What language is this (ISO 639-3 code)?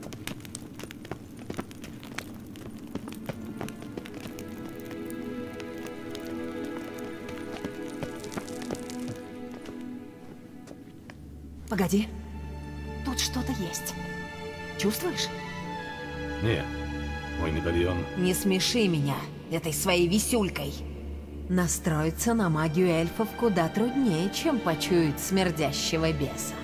rus